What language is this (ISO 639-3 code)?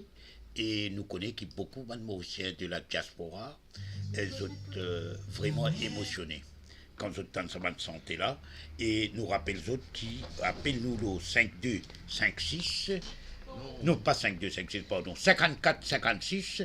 mfe